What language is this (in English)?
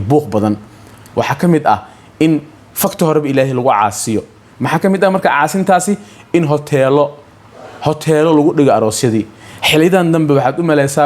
Somali